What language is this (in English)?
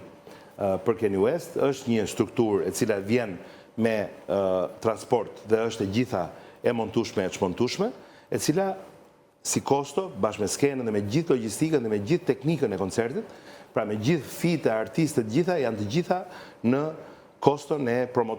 Albanian